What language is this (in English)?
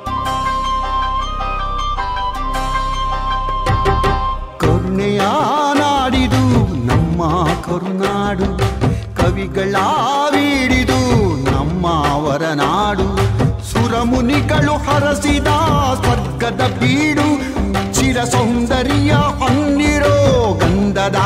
Kannada